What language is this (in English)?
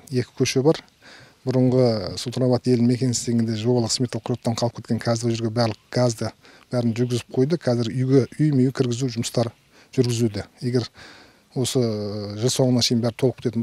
Kazakh